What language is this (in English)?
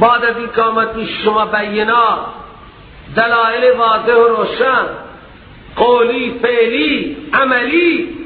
Persian